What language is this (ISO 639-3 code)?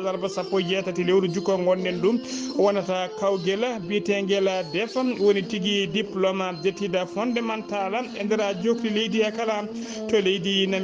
ful